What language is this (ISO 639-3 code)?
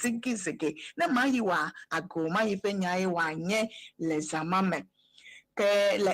ewe